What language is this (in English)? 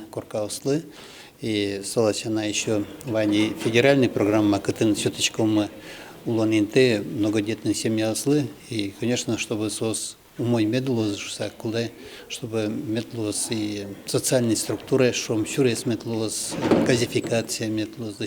Udmurt